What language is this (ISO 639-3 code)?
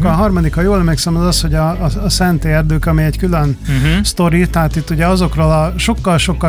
hun